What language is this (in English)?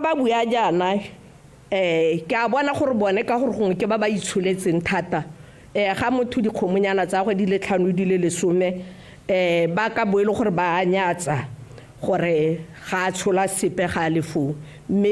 Tswana